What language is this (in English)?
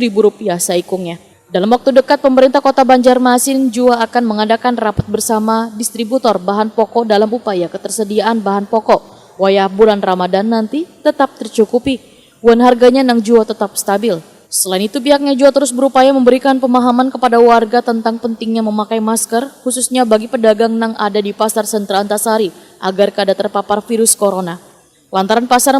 Banjar